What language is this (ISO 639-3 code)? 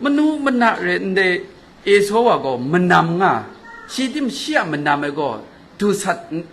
kac